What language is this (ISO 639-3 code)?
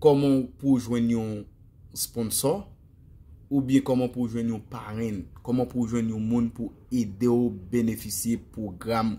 hat